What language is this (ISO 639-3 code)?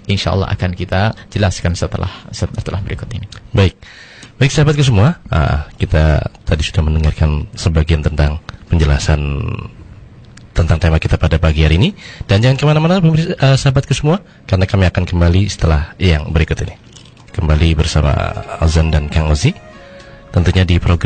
ind